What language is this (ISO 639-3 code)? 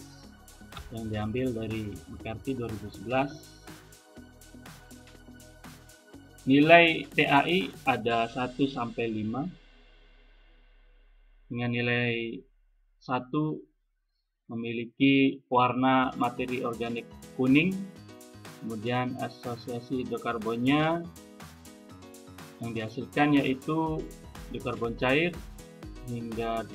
ind